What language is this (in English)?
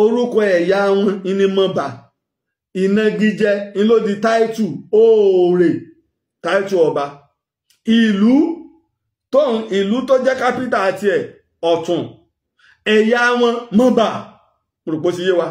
Yoruba